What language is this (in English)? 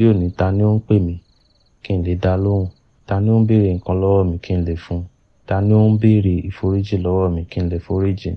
Yoruba